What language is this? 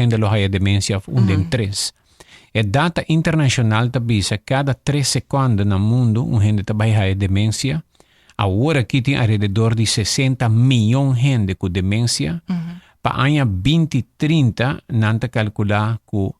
Papiamento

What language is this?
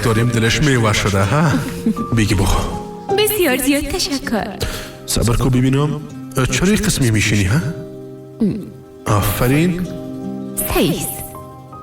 Persian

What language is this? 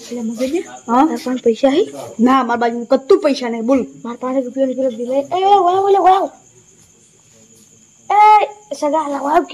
Gujarati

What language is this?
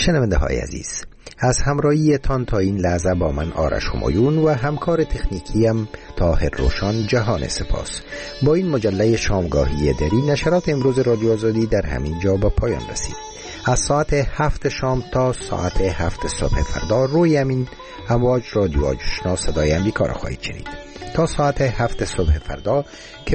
Persian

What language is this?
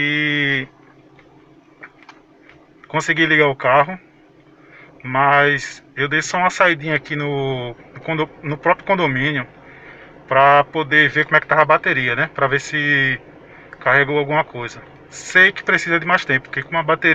Portuguese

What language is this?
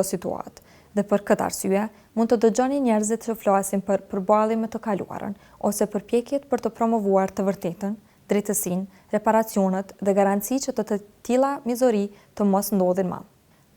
Albanian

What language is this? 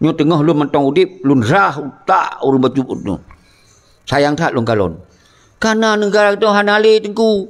Achinese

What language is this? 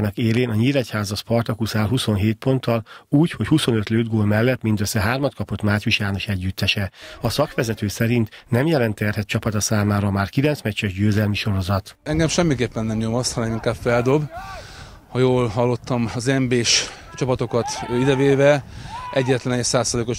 Hungarian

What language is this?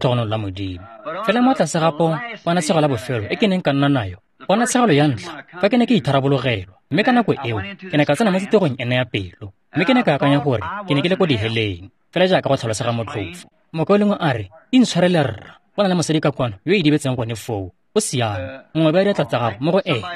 Tswana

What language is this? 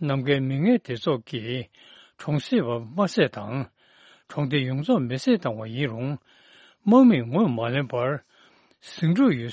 Tibetan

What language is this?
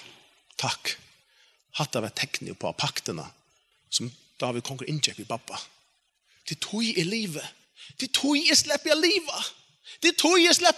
Faroese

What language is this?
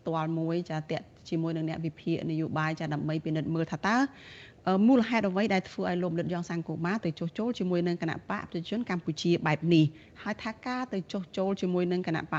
Khmer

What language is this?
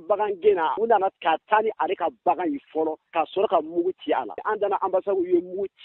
Bambara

